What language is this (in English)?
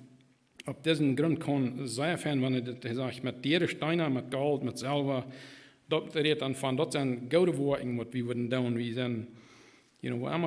Plautdietsch